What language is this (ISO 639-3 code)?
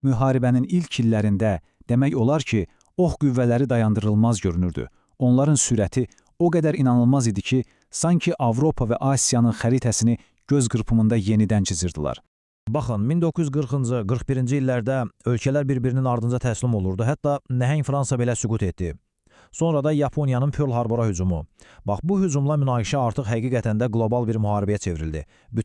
aze